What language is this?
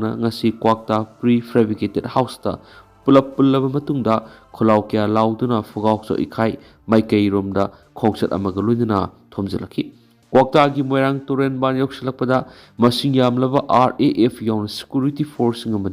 Manipuri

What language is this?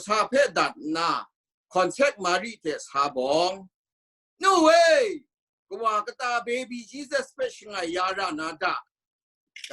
Kachin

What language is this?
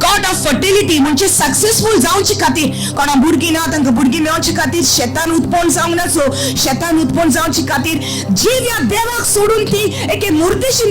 Konkani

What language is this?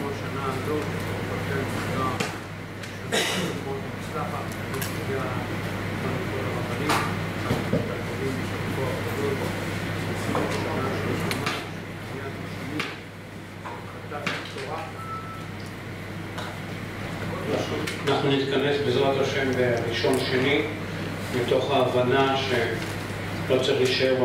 Hebrew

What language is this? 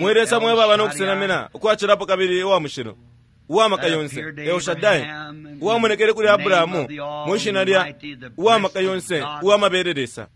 Bemba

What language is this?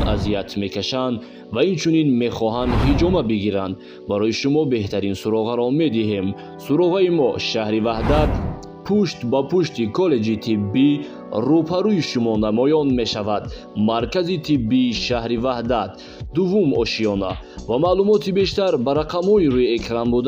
Tajik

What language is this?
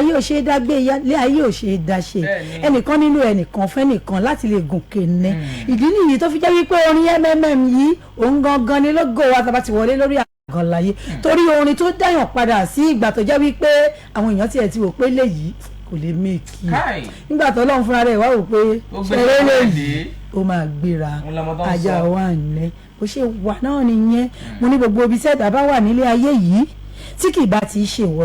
Yoruba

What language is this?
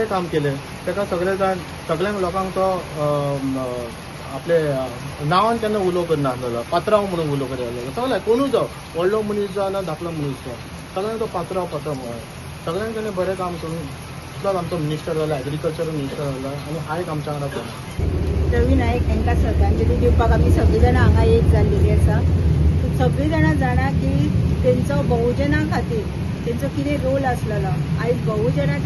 Konkani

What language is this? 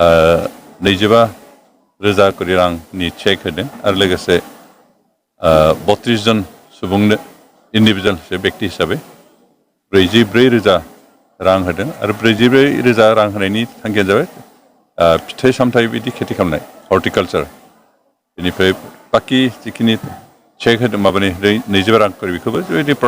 Bodo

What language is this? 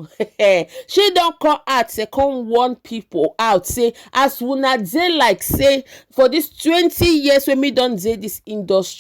Nigerian Pidgin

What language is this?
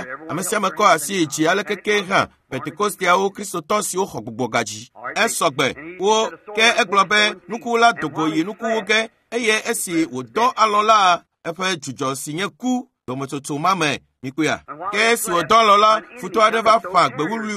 Ewe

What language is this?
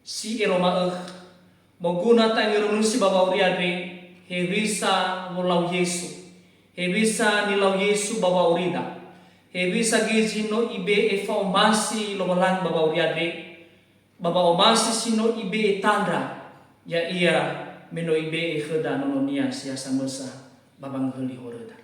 Nias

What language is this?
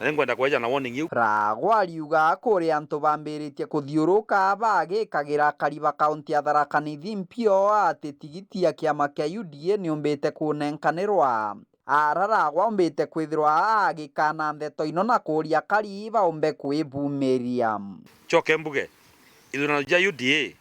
Meru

